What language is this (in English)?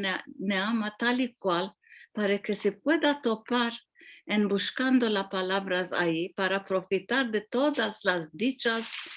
Ladino